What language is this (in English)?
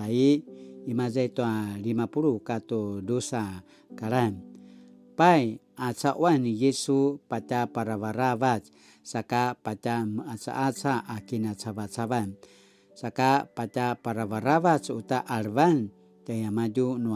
Paiwan